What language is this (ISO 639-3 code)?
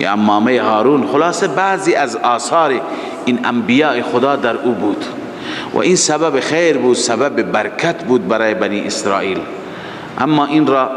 fas